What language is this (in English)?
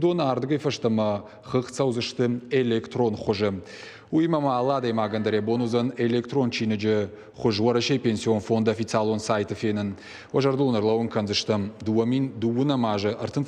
Ossetic